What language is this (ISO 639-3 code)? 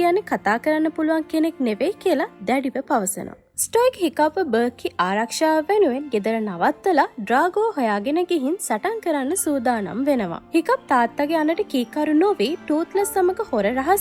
sin